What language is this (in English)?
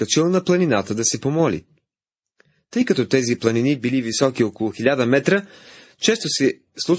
Bulgarian